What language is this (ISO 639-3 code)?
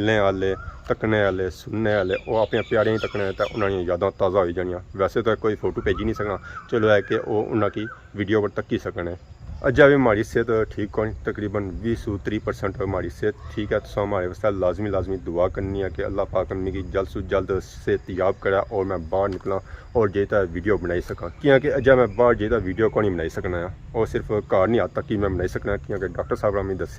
phr